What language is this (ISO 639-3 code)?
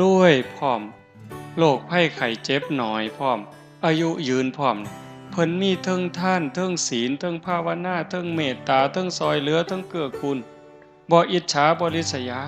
tts